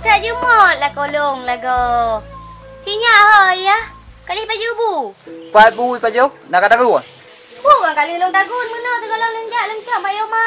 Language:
Achinese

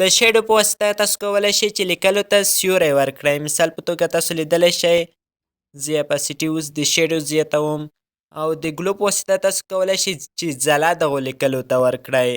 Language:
Pashto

